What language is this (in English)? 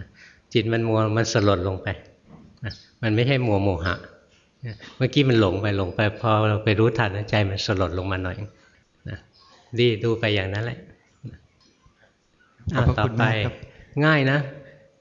Thai